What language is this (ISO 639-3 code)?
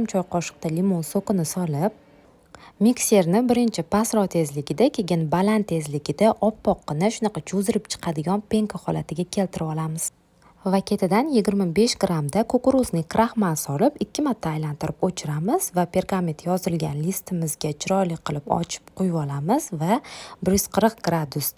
uzb